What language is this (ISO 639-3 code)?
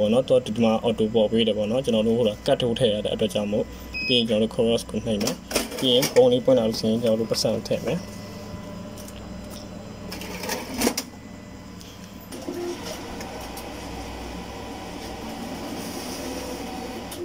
mya